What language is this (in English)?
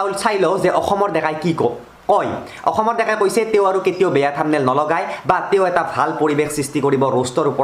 Assamese